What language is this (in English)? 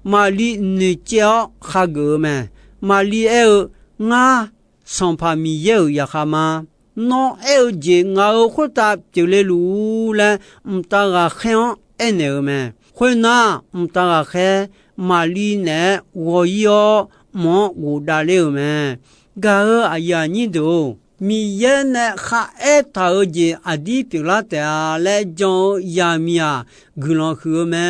Akha